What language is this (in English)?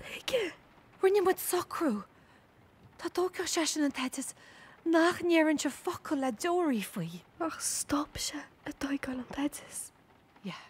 Irish